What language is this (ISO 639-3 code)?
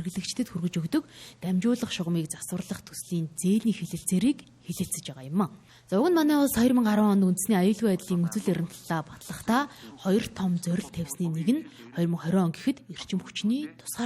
mon